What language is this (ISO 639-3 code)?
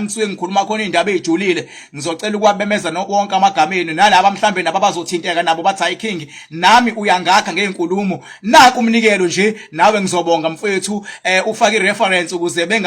zul